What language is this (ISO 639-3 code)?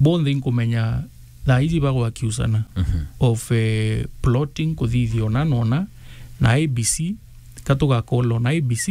mer